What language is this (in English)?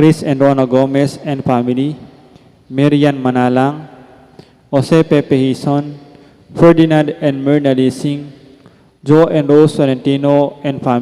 Pampanga